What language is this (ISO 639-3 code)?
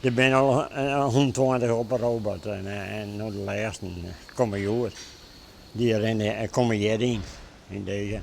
fry